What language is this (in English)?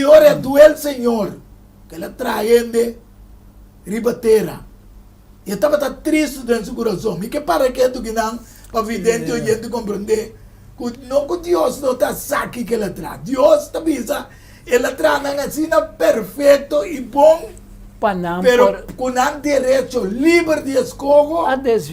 Papiamento